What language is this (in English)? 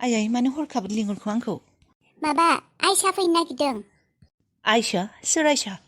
Bodo